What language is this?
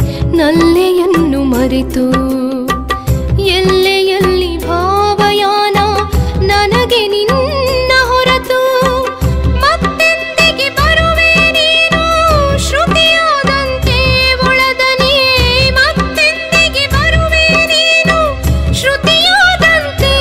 Kannada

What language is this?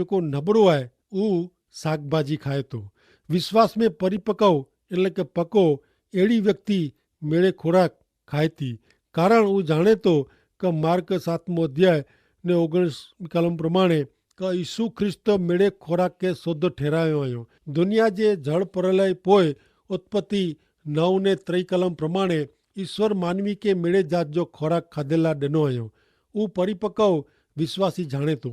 Kachhi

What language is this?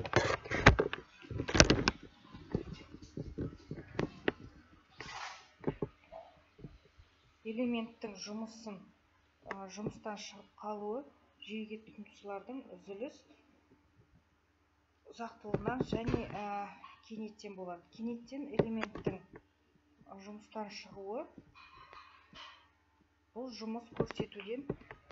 Kazakh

